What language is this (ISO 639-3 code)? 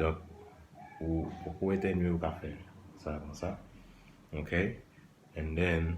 hat